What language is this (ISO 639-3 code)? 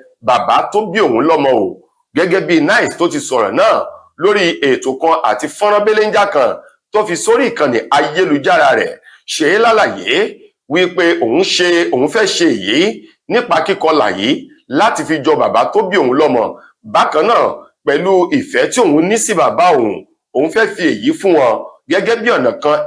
yor